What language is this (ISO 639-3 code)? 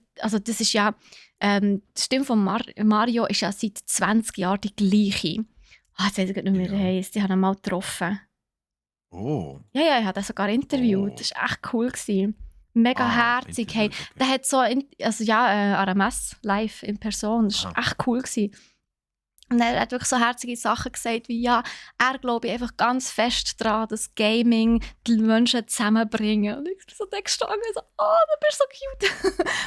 gsw